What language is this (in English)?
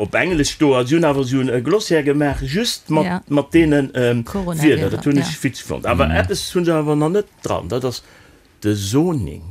Luxembourgish